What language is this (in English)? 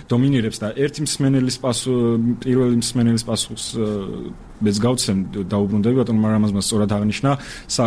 Georgian